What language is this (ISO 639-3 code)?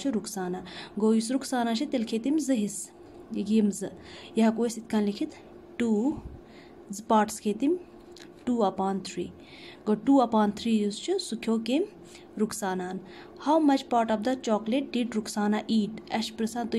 kas